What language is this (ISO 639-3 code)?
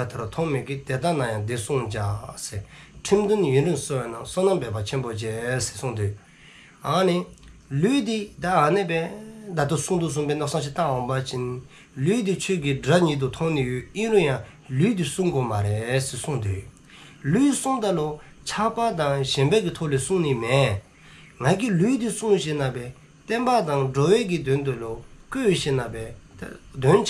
dzo